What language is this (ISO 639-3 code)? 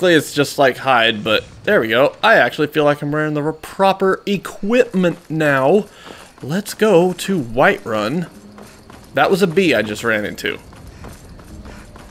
eng